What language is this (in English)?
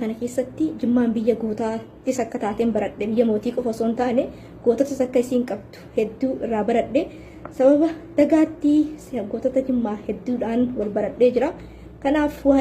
Oromo